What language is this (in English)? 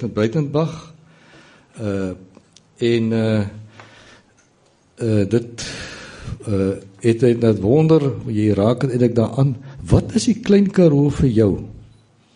Afrikaans